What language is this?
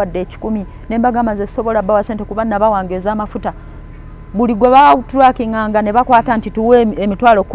Ganda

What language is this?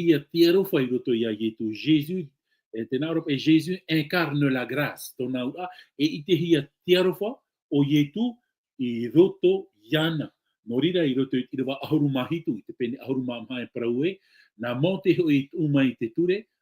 Tahitian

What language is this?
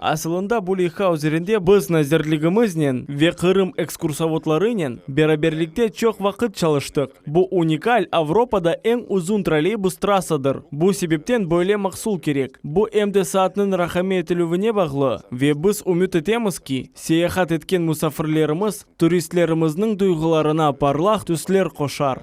Crimean Tatar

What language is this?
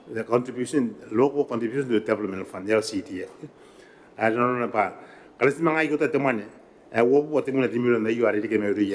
Gilbertese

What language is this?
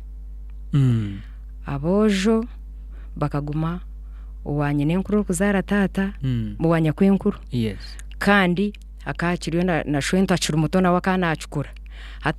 Nyankole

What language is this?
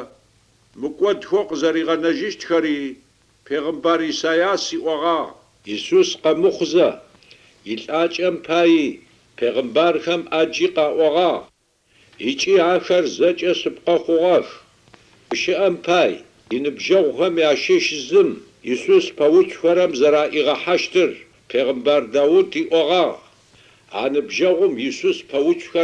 Adyghe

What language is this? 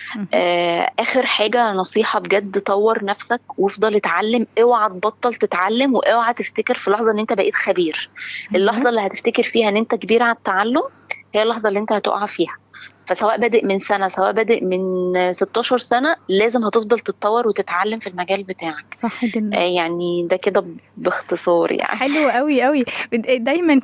Egyptian Arabic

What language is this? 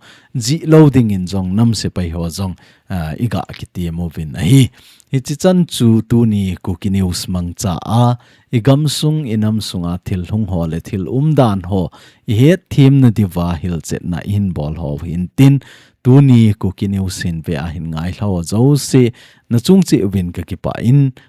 Thado Chin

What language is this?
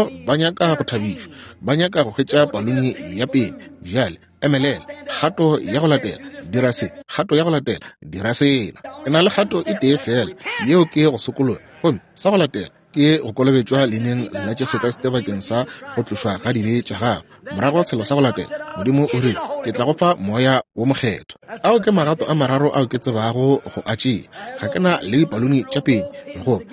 Northern Sotho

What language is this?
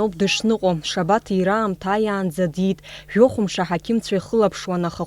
Abkhazian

